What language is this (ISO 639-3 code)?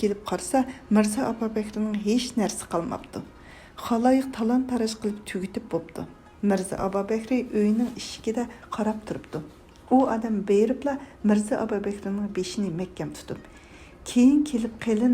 uig